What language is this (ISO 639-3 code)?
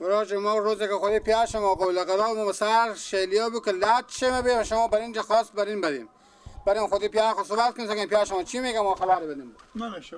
fas